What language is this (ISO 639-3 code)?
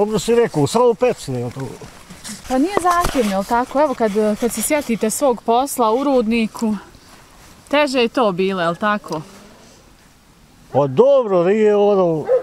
bos